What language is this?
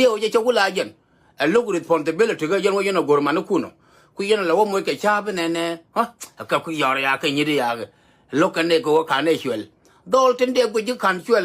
Nuer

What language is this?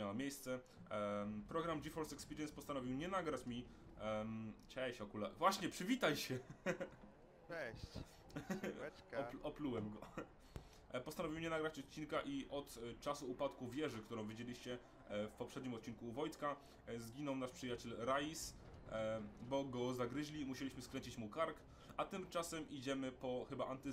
Polish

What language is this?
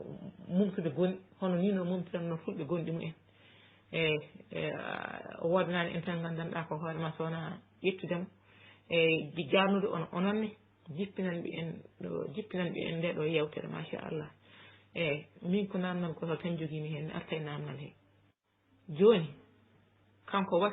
Fula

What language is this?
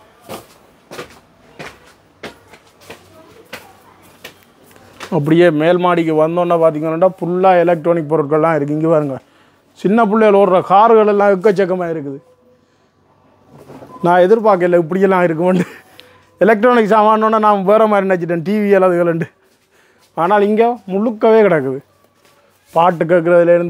Tamil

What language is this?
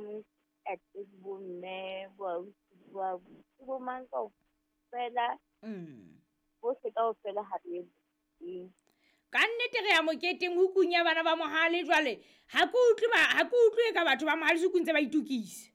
Southern Sotho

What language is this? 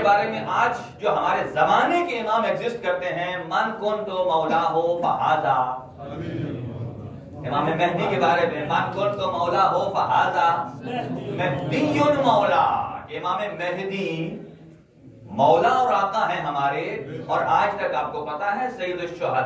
Urdu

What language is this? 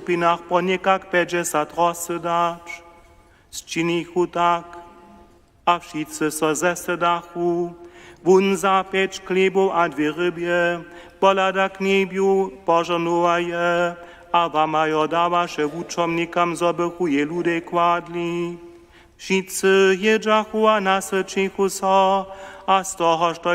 Upper Sorbian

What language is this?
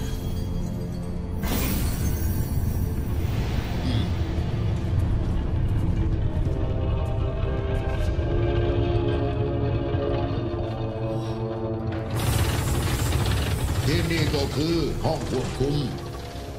Thai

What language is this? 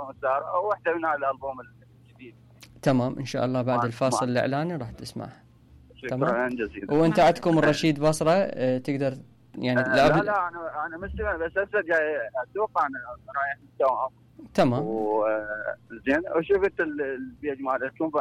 Mesopotamian Arabic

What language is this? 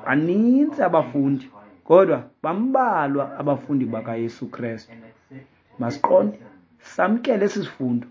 Xhosa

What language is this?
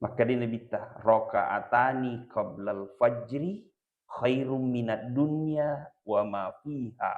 Buginese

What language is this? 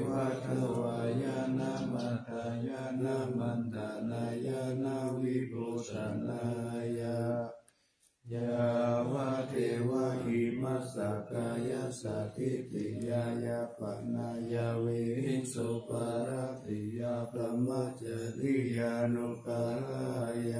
Pali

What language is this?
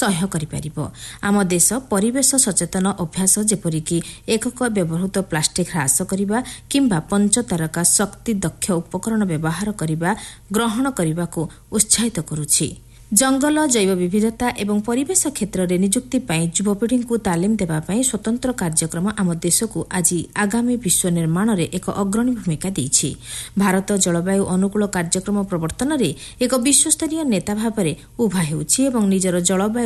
Odia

